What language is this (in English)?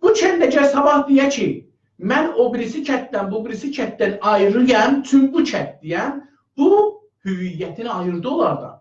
South Azerbaijani